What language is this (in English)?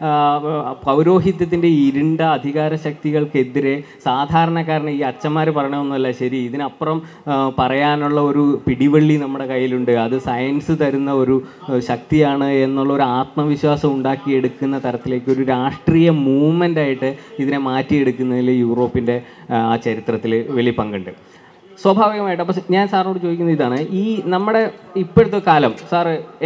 Malayalam